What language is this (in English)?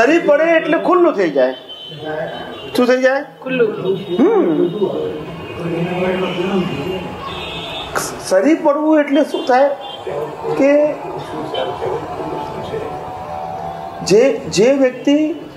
Gujarati